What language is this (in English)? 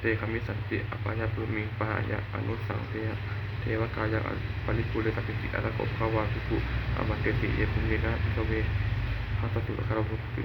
Pali